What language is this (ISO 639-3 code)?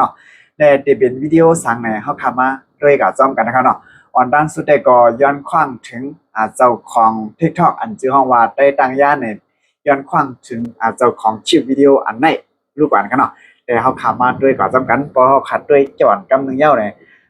shn